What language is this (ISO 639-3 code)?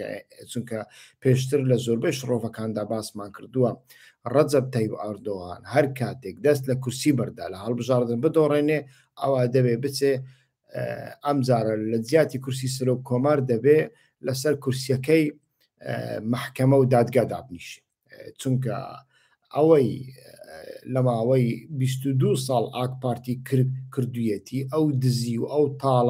ckb